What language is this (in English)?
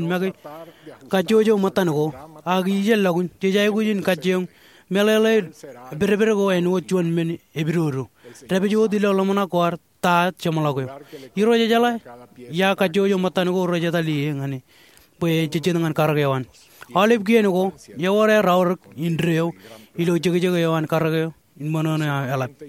Marshallese